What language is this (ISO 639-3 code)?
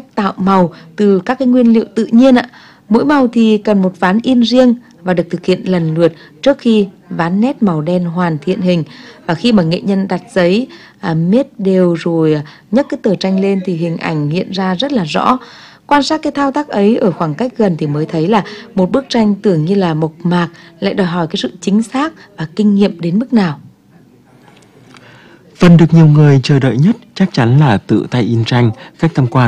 vie